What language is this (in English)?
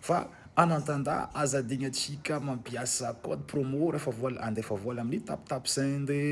Malagasy